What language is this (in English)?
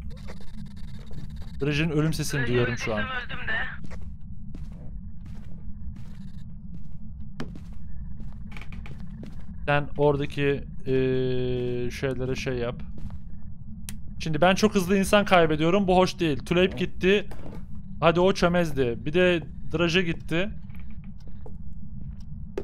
Turkish